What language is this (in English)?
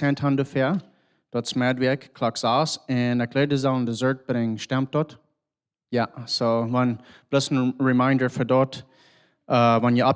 Plautdietsch